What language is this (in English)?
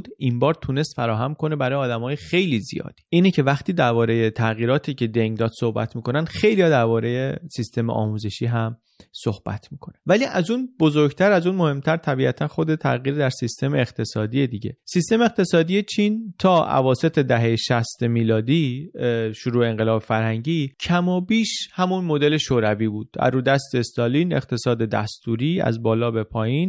Persian